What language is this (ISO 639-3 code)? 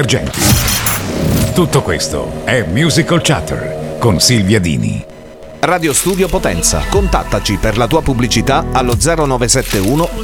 ita